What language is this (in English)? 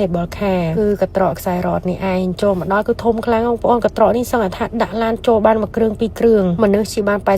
Khmer